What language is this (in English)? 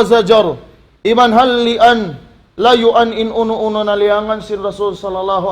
Tausug